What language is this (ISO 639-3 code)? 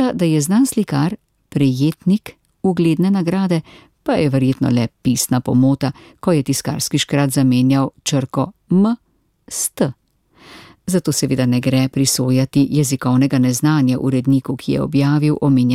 slv